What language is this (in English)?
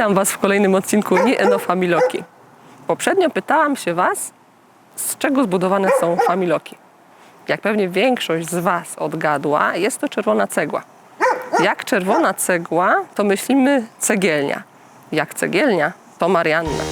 Silesian